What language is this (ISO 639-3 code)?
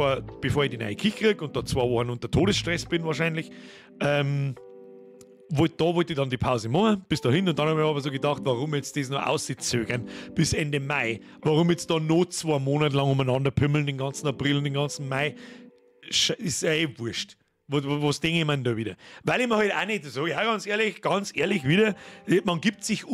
bar